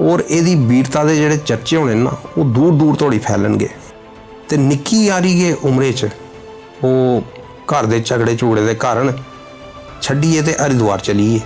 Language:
Dogri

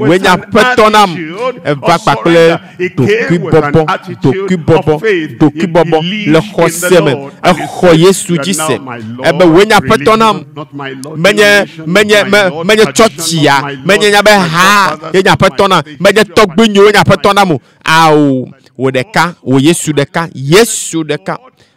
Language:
Ewe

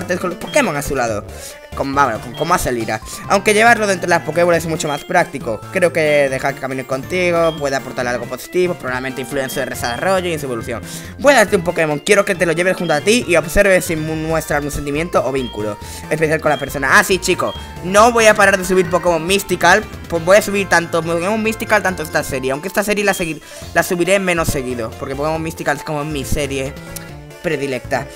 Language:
Spanish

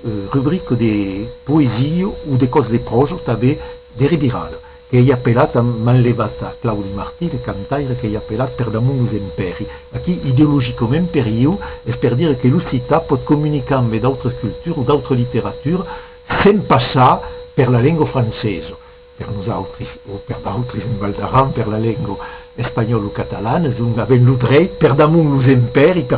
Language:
Occitan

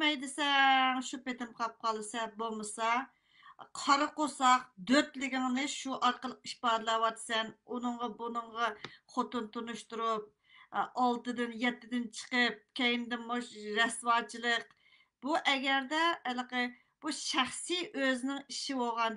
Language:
Uyghur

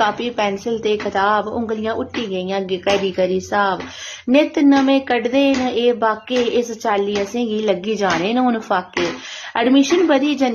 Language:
Dogri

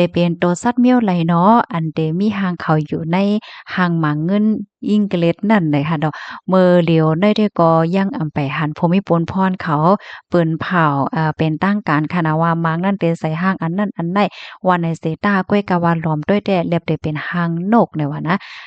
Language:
Shan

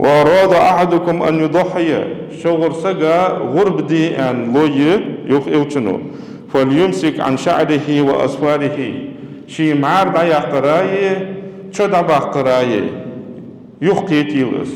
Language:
Ingush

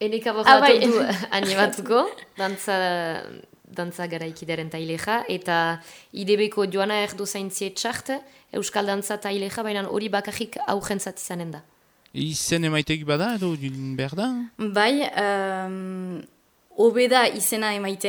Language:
Basque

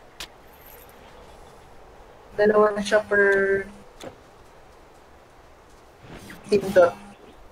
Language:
Filipino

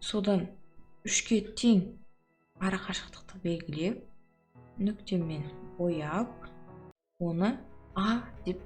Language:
Kazakh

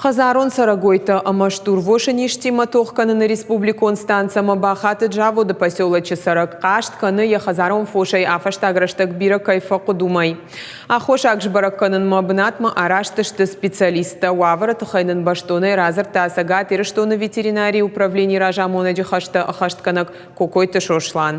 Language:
Ossetic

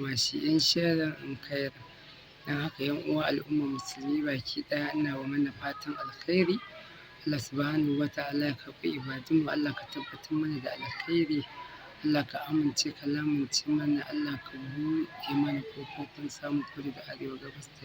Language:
Hausa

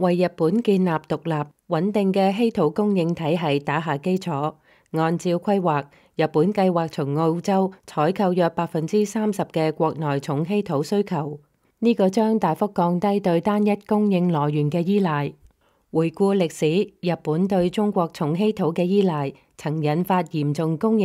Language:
Cantonese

